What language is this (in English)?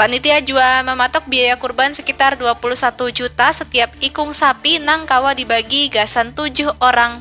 Banjar